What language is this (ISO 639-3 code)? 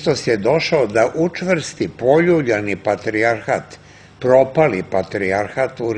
srp